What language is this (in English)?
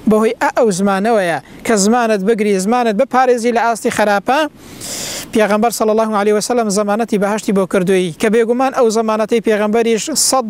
Central Kurdish